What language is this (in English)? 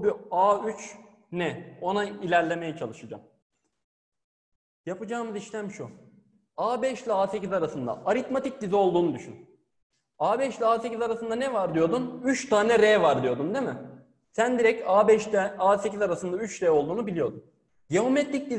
Turkish